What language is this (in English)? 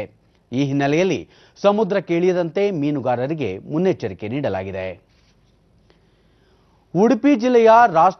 Kannada